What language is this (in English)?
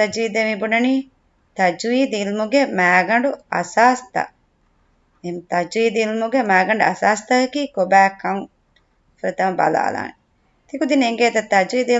Divehi